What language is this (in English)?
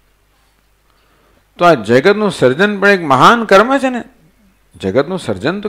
Gujarati